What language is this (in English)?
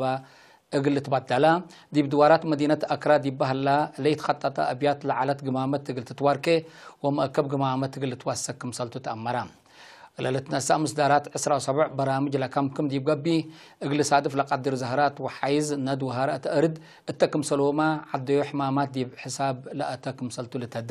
Tigre